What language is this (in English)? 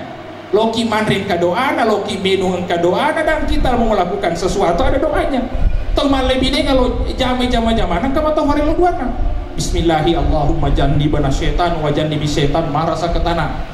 Buginese